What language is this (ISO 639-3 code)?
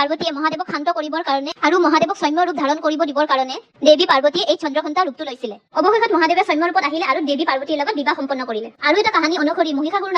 asm